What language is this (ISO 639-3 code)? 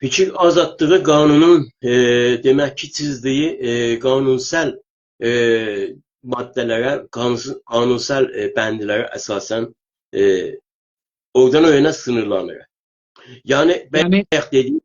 azb